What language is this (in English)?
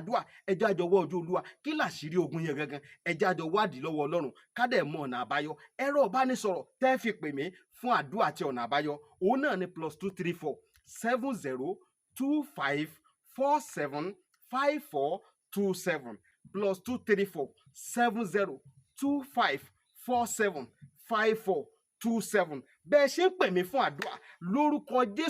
Yoruba